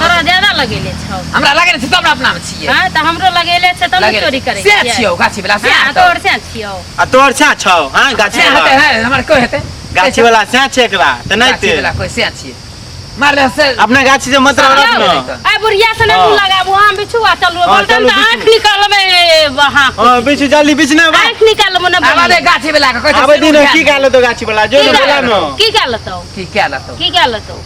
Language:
Maithili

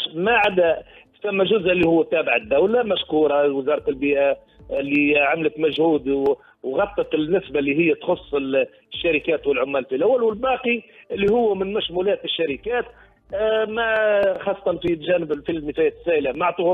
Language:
Tunisian Arabic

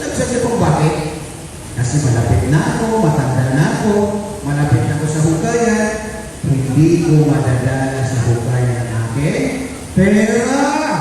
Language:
Maranao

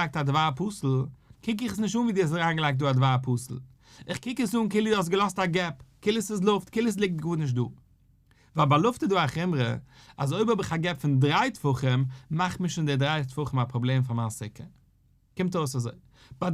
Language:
Yiddish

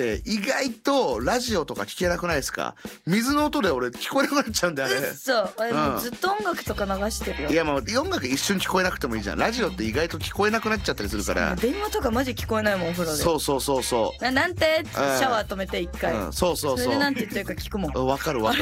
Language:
Japanese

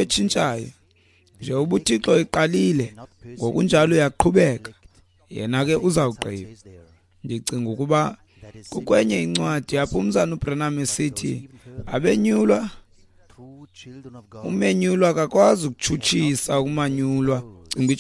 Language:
Xhosa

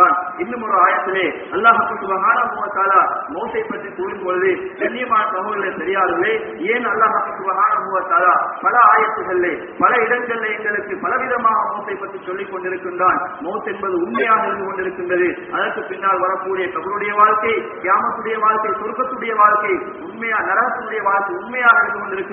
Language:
Tamil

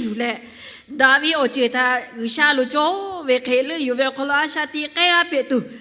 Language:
Lahu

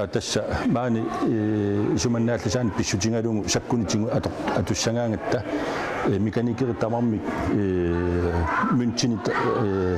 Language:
Kalaallisut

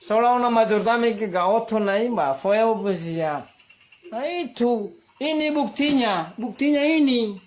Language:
Nias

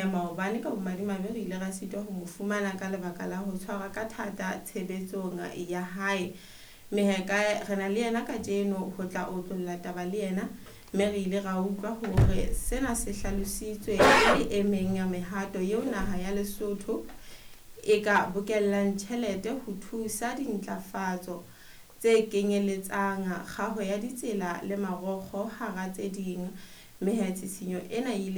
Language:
Southern Sotho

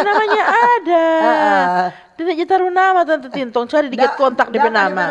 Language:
Manado Malay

